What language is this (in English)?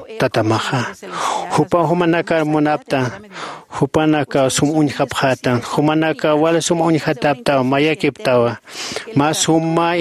Aymara